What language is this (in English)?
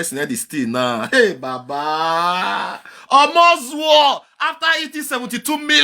Nigerian Pidgin